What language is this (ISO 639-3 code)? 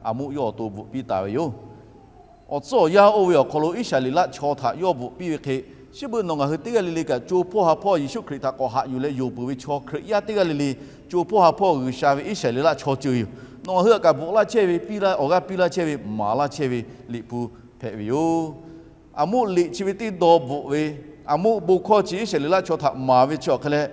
lhu